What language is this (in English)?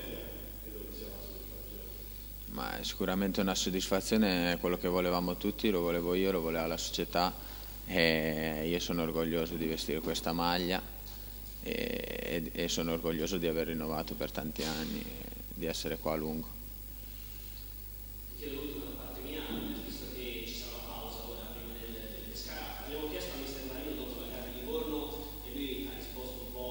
Italian